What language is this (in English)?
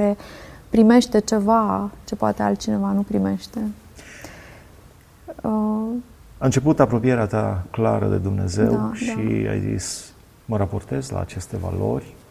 Romanian